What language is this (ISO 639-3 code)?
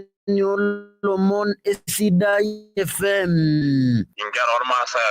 mas